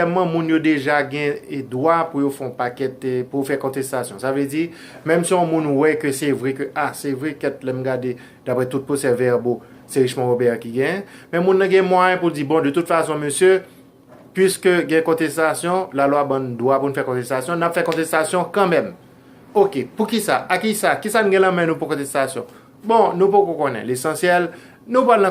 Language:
Haitian Creole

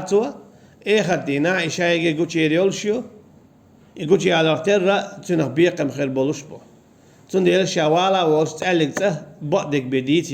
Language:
Chechen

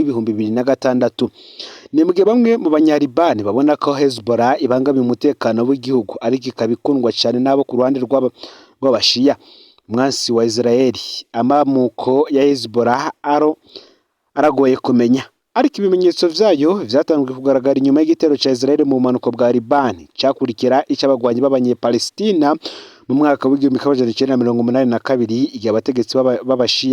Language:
Rundi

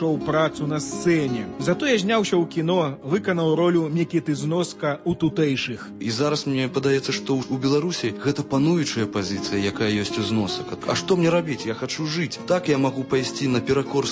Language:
Belarusian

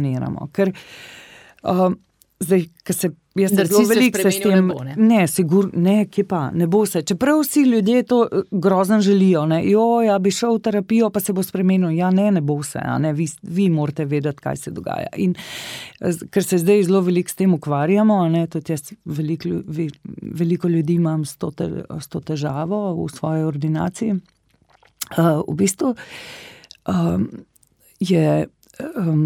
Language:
Slovenian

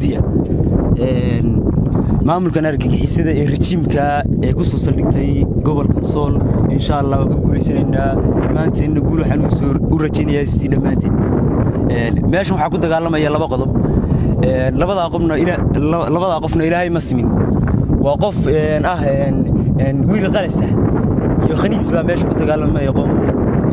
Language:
Somali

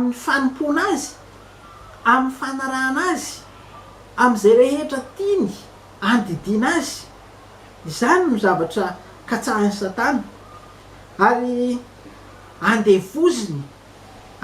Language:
Malagasy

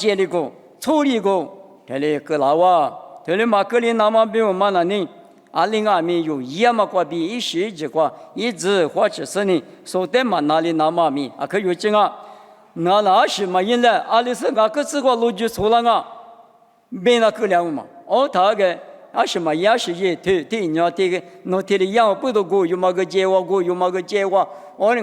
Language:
Lisu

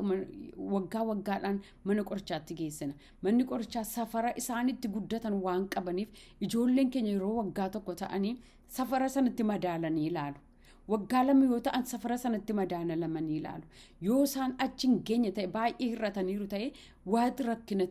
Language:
Oromo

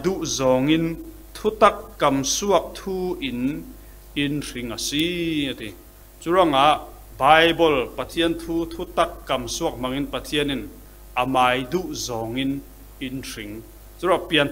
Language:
Falam Chin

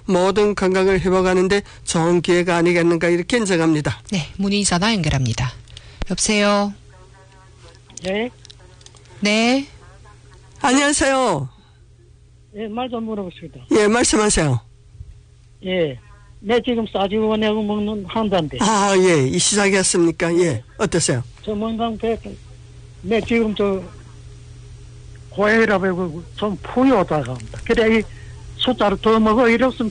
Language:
Korean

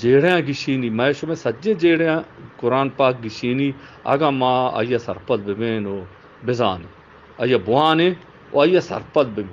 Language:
Eastern Balochi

